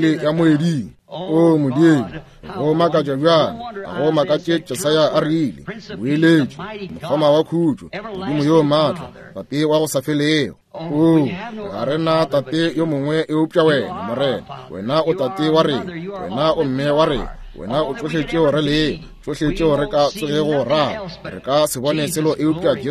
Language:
Northern Sotho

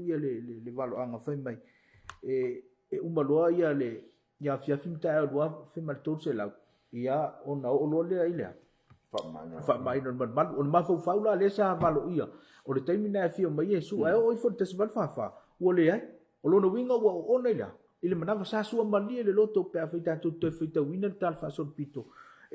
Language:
Samoan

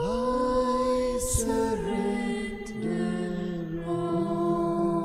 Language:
Konkani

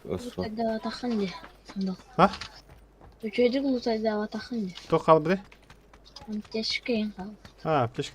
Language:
Yakut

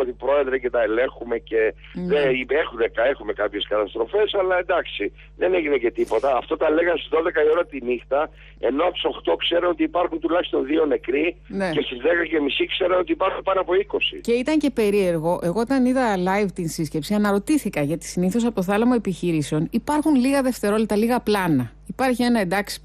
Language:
Greek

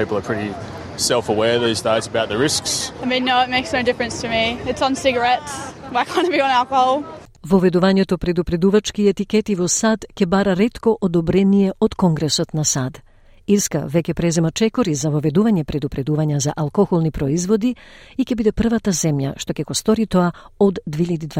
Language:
Macedonian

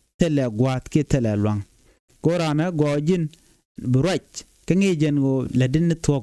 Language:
Nuer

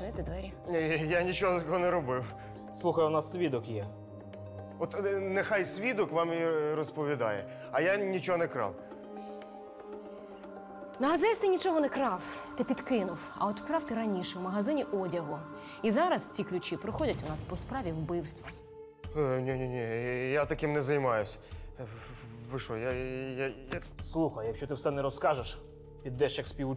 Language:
Ukrainian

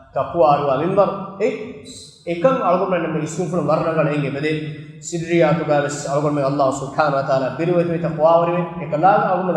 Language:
Divehi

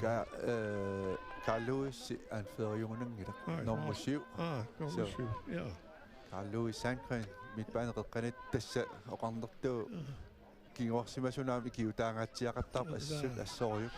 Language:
Kalaallisut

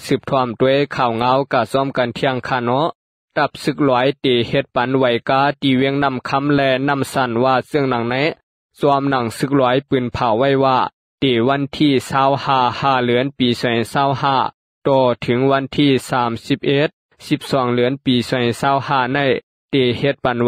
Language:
Shan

